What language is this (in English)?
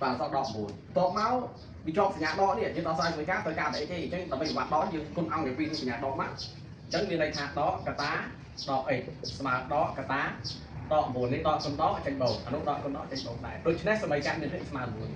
Khmer